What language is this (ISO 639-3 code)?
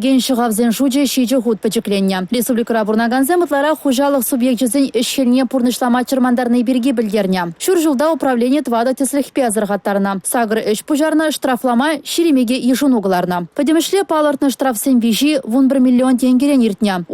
chv